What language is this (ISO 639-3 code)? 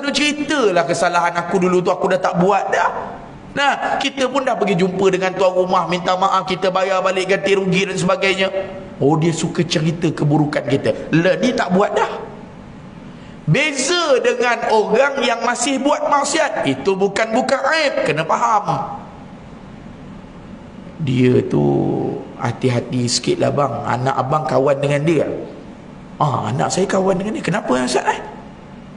msa